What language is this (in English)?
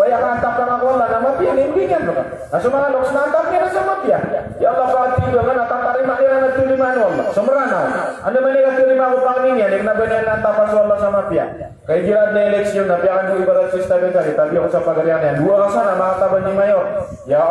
Maranao